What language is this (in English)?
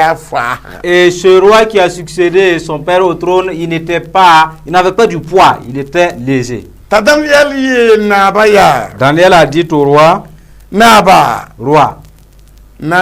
Mossi